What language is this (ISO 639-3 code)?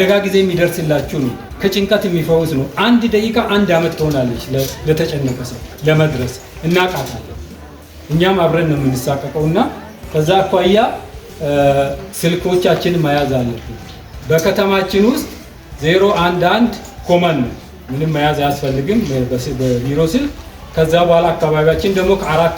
amh